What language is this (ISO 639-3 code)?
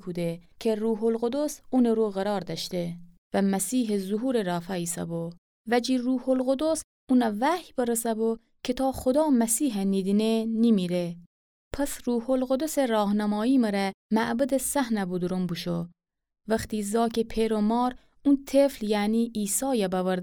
glk